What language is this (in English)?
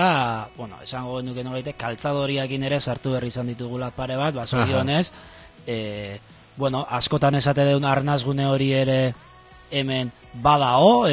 Basque